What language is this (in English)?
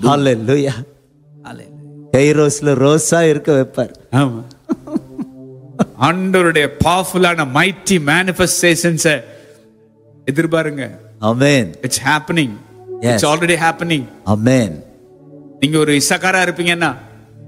Tamil